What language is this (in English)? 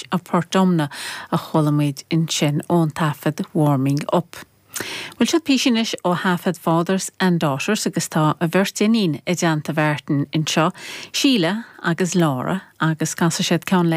Irish